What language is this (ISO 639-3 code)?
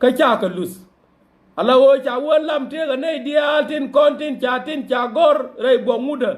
nus